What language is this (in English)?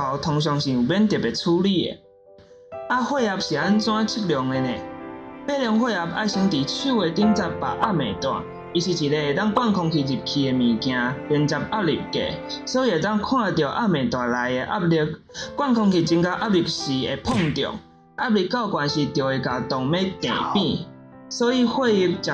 Min Nan Chinese